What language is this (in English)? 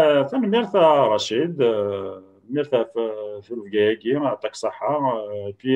Kabyle